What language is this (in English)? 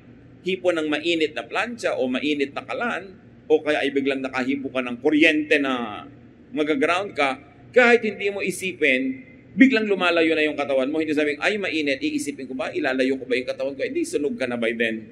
Filipino